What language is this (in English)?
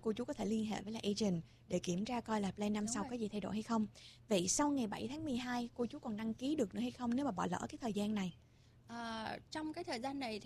Vietnamese